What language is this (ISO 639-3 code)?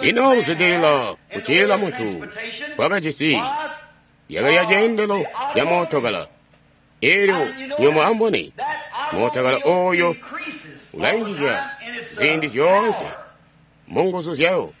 toi